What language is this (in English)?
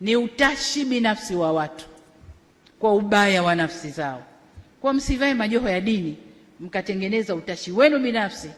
Swahili